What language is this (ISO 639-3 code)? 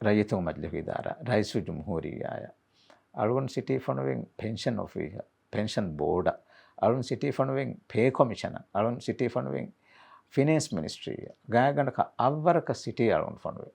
div